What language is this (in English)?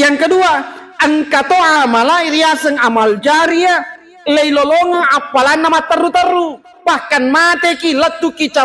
Buginese